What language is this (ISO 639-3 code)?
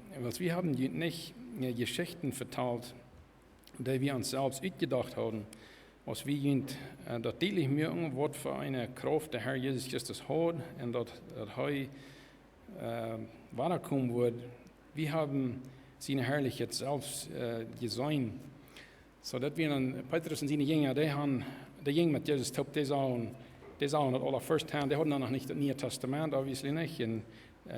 pdt